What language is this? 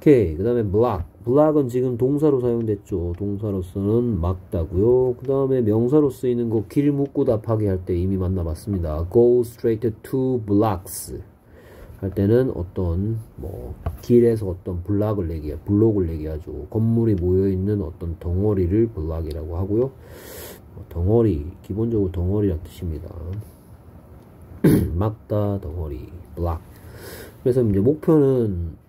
Korean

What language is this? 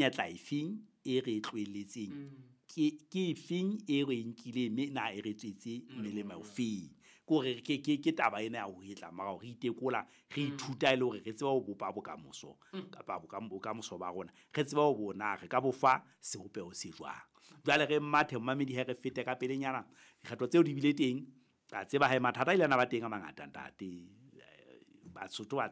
Southern Sotho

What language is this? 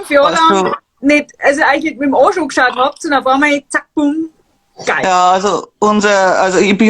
Bavarian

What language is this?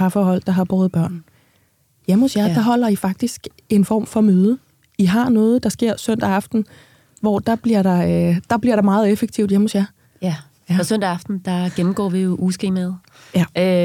Danish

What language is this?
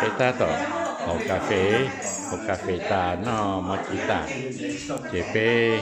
Hmong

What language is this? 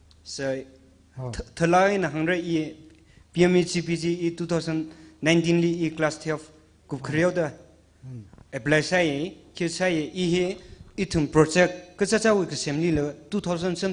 Tangkhul Naga (India)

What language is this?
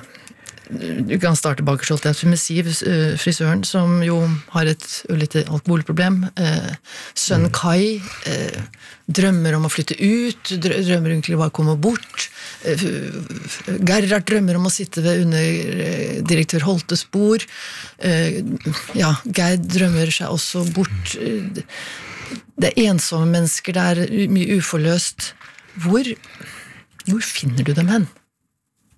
Norwegian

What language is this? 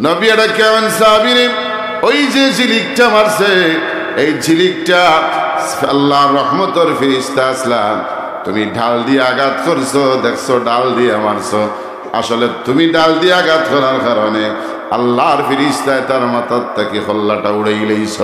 Sylheti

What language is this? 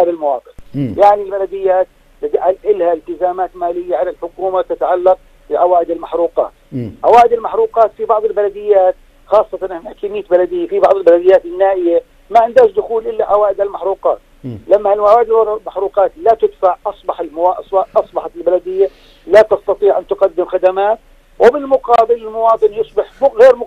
South Levantine Arabic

